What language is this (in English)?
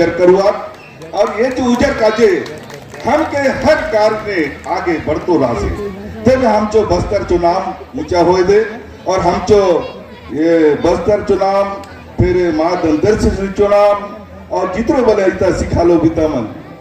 Chhattisgarhi